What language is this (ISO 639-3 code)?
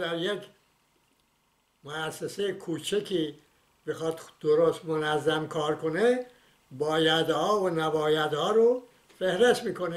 fas